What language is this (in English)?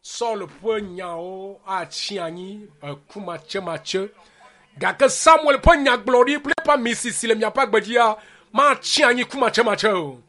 Ewe